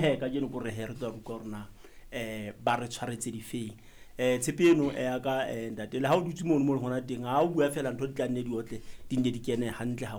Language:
Southern Sotho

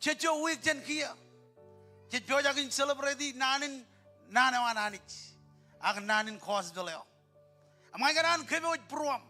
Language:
Marshallese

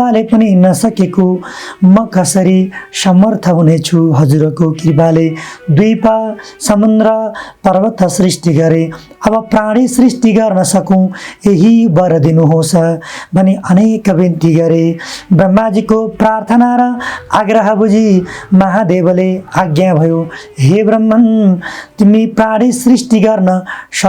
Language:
Nepali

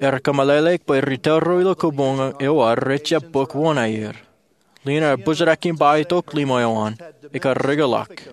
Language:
Marshallese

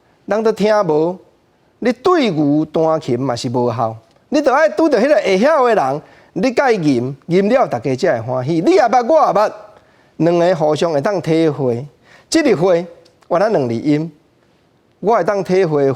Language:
Min Nan Chinese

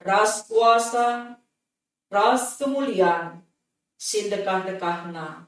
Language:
Batak Karo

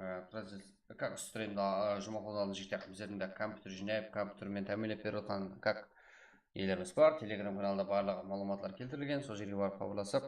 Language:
Kara-Kalpak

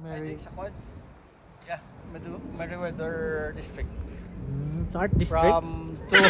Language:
Hiligaynon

